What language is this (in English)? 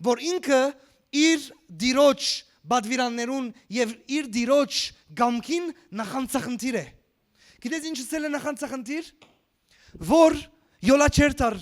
Western Armenian